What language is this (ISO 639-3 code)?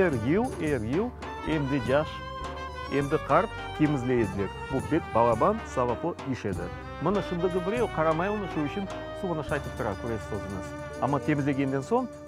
crh